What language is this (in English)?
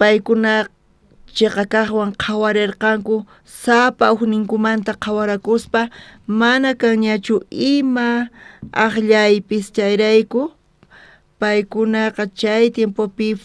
South Bolivian Quechua